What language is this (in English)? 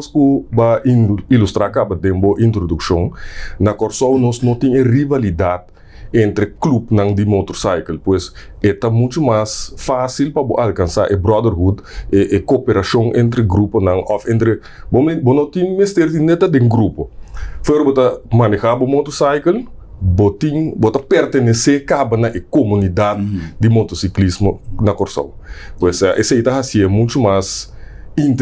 Papiamento